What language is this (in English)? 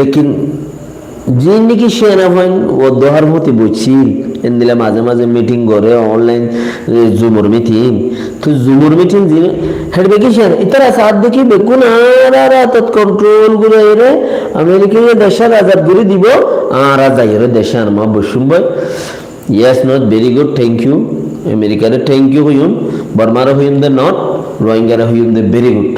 Rohingya